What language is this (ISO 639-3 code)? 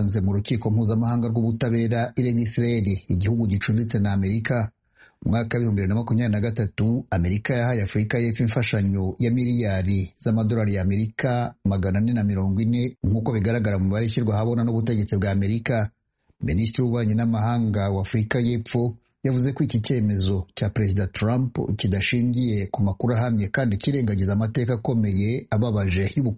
kin